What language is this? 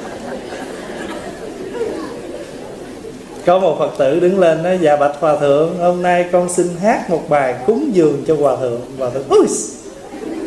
Vietnamese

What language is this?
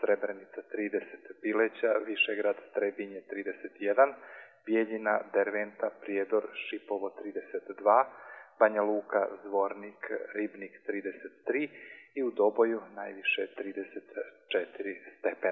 Serbian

